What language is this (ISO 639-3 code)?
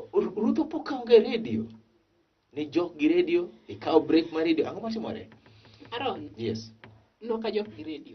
luo